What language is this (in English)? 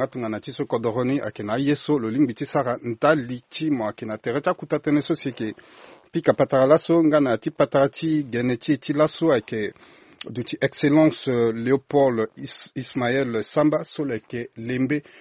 Sango